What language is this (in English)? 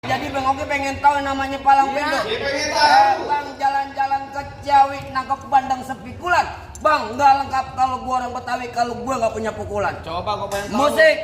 Betawi